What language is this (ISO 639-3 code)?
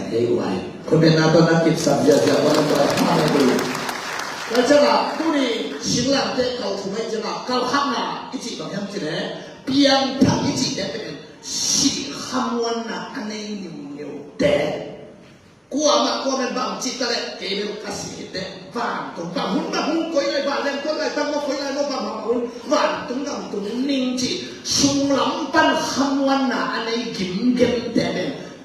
ctd